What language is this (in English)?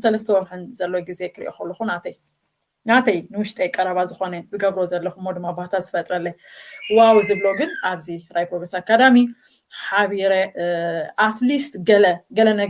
Tigrinya